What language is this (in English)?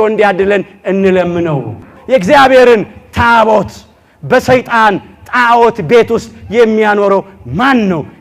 Amharic